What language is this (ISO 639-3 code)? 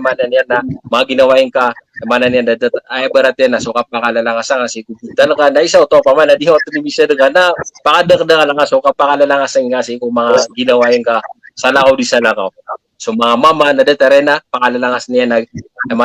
mrw